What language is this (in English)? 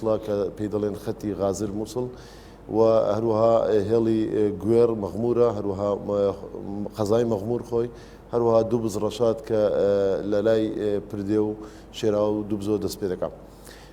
Central Kurdish